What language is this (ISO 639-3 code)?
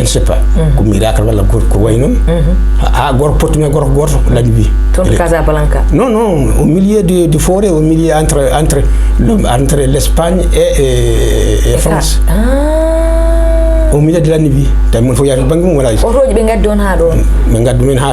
ful